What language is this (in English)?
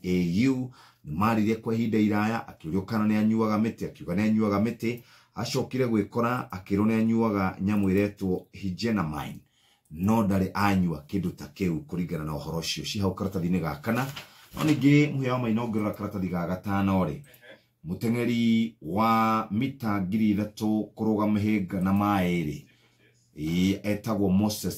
Kikuyu